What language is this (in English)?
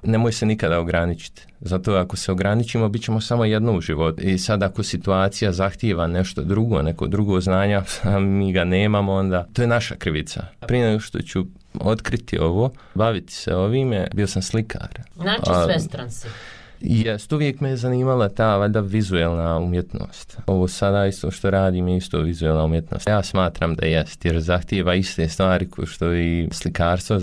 Bosnian